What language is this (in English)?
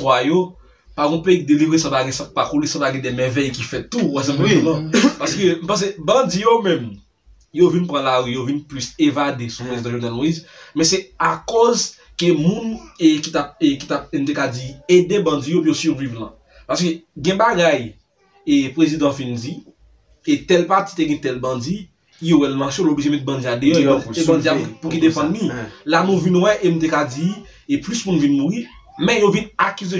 Haitian Creole